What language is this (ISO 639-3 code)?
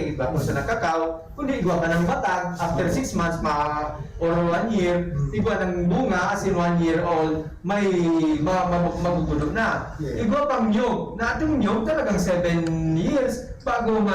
bik